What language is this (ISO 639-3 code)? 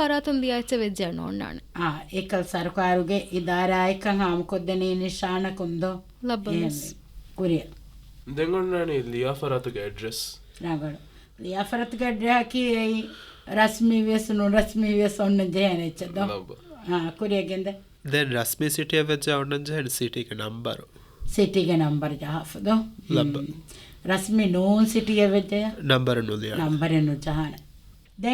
div